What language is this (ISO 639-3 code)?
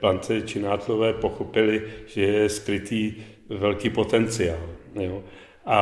ces